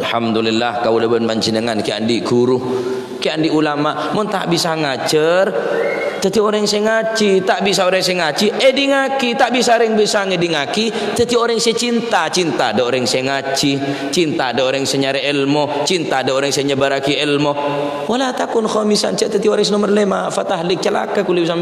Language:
Madurese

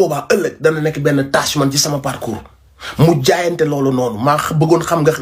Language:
Wolof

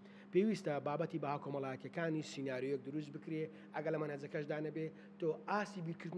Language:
Central Kurdish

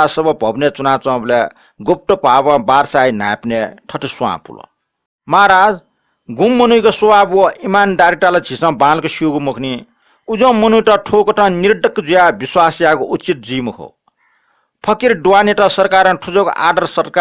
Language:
Newari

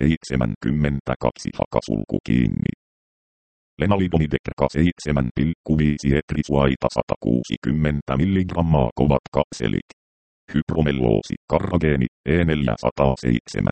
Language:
Finnish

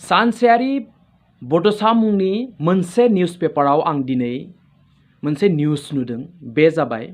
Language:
Bodo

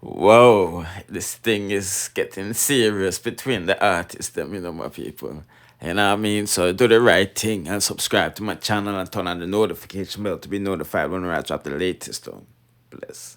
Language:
Jamaican Creole English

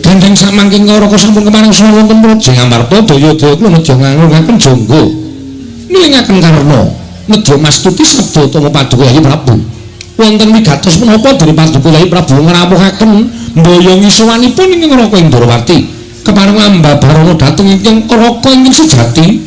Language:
Javanese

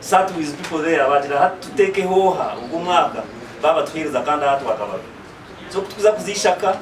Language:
Nyankole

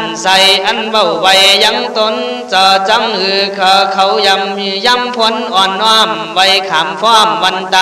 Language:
Khün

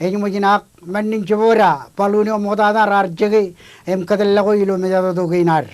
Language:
Marshallese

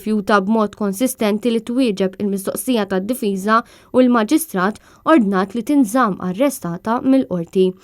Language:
Maltese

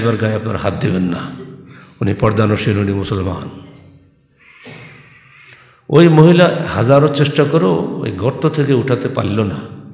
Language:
Bangla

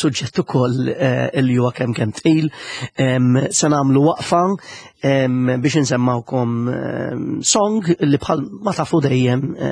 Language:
Maltese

